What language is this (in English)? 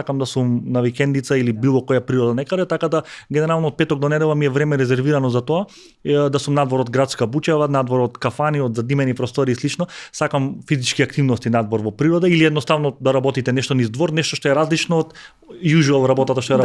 Macedonian